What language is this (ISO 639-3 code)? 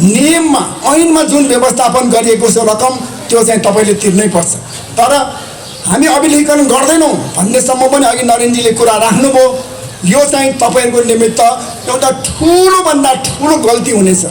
nep